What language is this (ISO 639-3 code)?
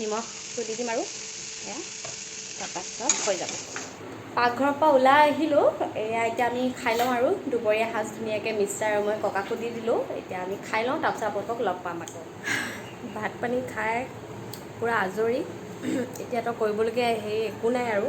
asm